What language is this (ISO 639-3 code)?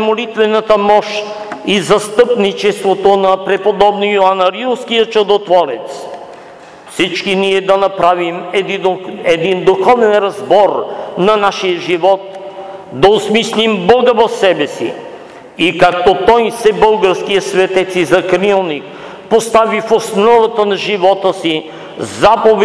bul